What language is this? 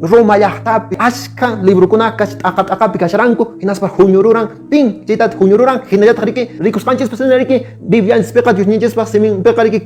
Quechua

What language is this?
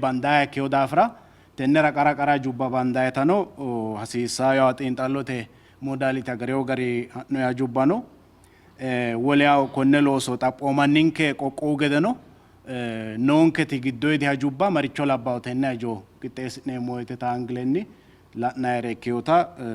Sidamo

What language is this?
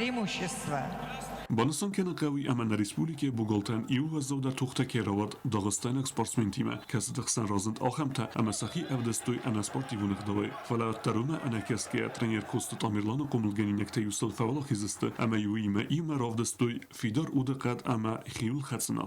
Ossetic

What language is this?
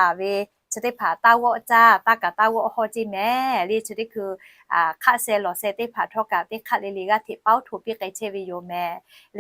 Lahu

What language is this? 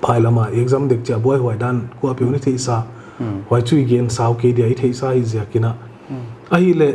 Paite Chin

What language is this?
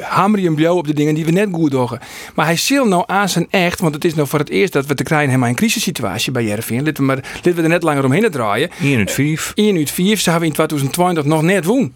Western Frisian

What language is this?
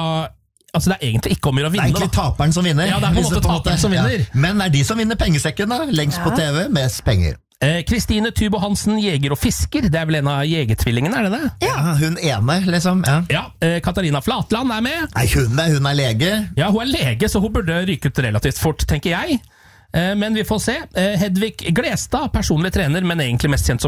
Norwegian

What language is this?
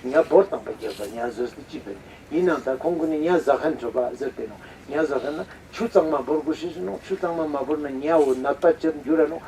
Ladakhi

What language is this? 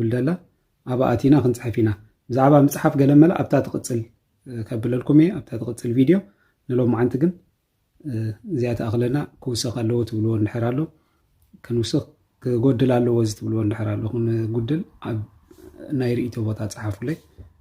Tigrinya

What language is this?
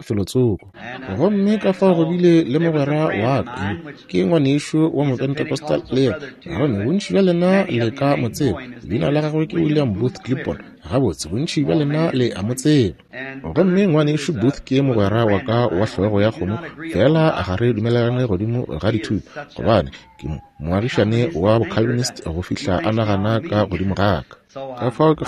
Northern Sotho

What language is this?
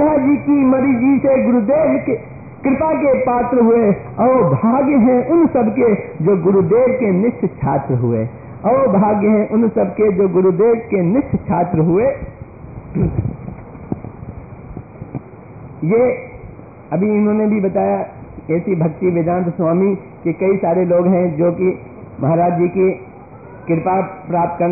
Hindi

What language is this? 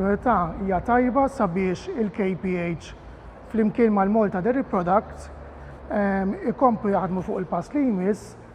Maltese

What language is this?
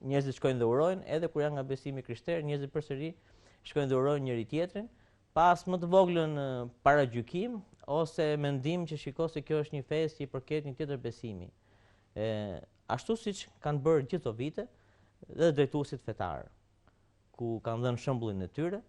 Albanian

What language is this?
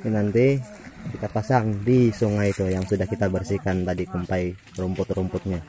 Banjar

